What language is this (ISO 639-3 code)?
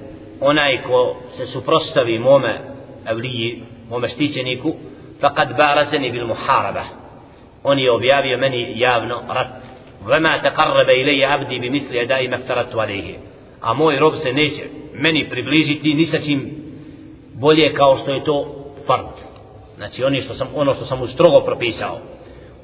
bos